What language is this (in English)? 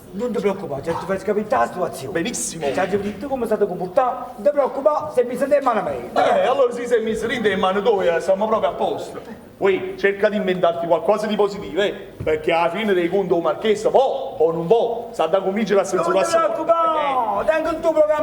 Neapolitan